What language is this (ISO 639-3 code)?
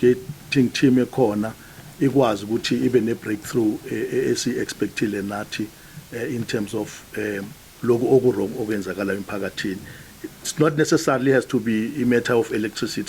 zul